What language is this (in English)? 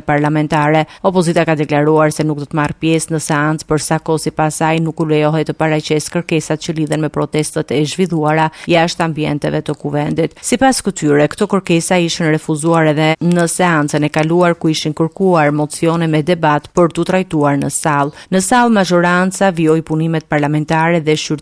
Albanian